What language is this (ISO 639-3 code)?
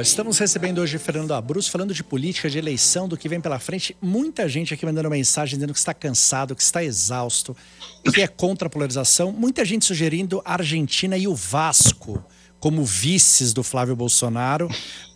por